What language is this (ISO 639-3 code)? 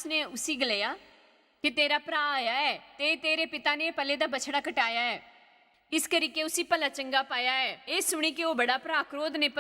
doi